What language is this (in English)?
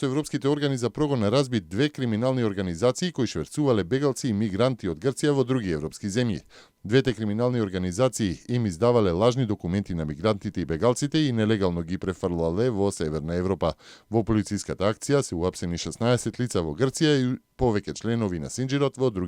Macedonian